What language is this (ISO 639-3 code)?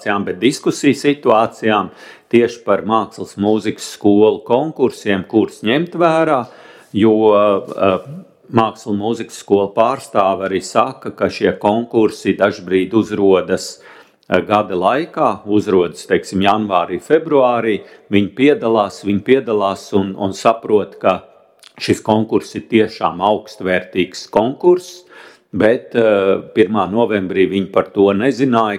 lav